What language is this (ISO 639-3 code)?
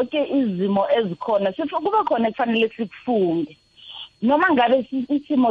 nbl